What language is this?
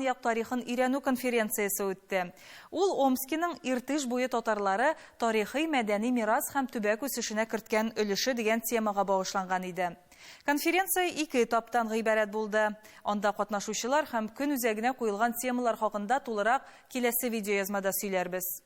Tatar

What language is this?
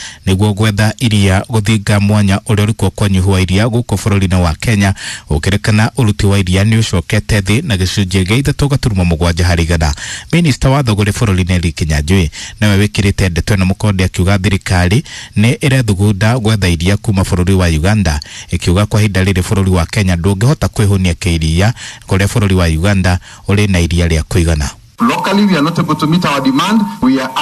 Kikuyu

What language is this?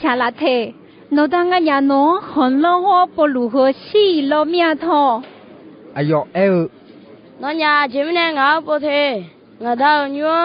Akha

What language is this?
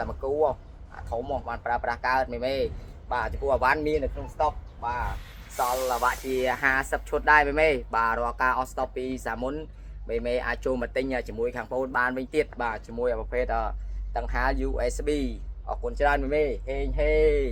Khmer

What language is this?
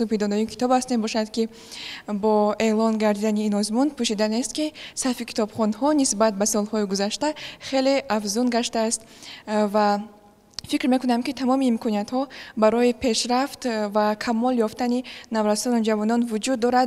Tajik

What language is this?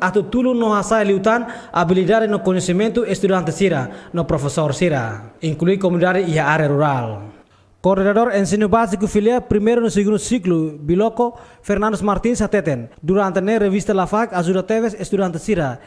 Tetum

